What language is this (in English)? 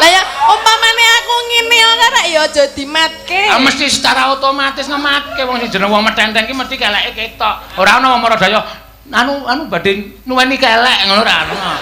Javanese